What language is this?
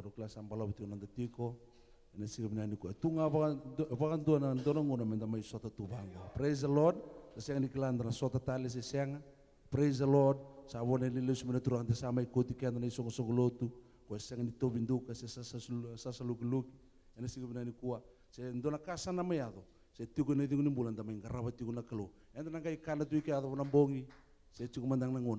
Fijian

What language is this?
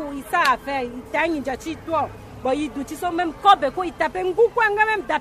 Sango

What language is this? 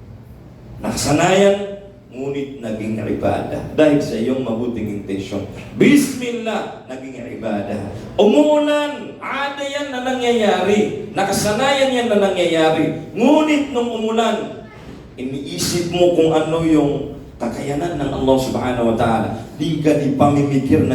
Maranao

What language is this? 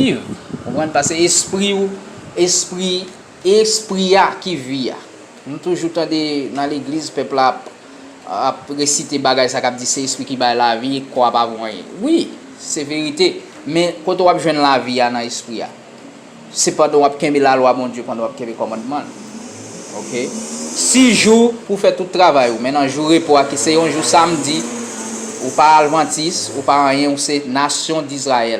Haitian Creole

